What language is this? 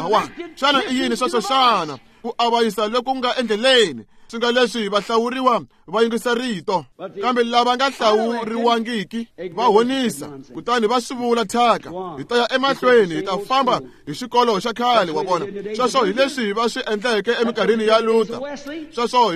Tsonga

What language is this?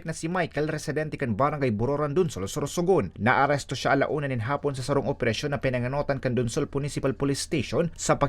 Bikol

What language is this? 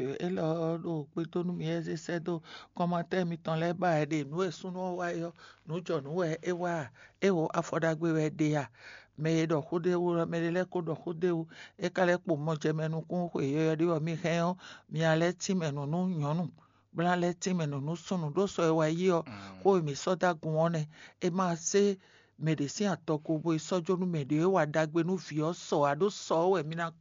Fon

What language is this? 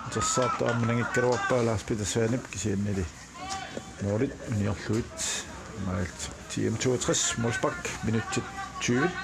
Kalaallisut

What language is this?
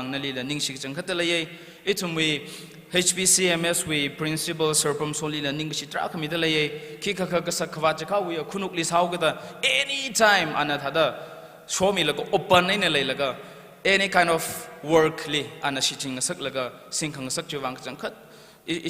Tangkhul Naga (India)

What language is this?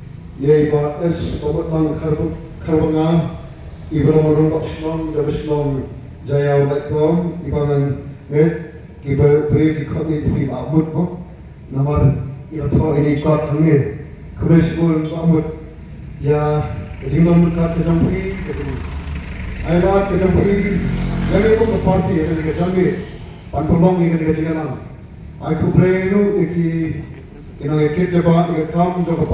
Khasi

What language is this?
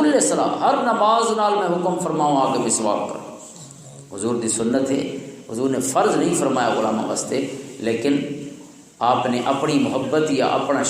Western Panjabi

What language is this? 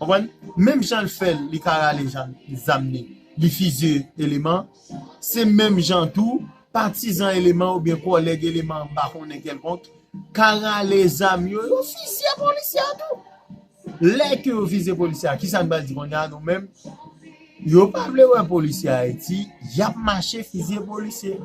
Haitian Creole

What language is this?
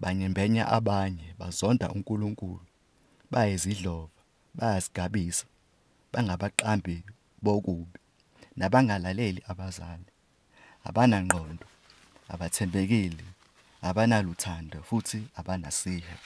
Zulu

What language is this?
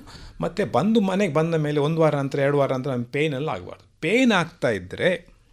Kannada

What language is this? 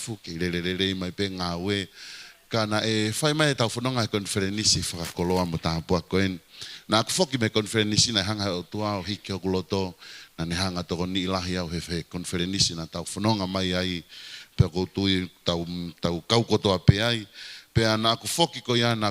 Tongan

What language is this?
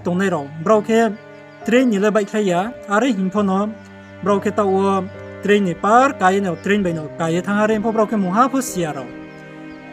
Riang (India)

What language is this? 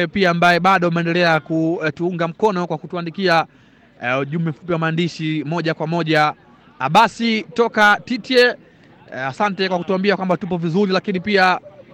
Swahili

